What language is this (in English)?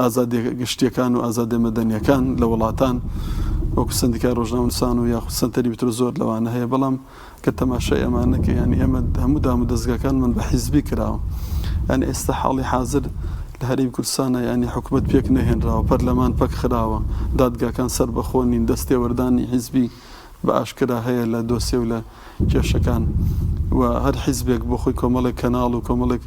Central Kurdish